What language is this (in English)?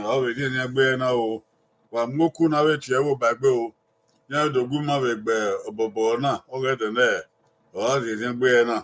Bini